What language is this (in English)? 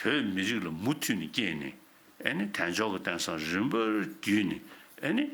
Tibetan